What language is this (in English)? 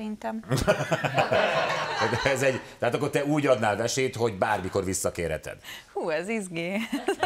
Hungarian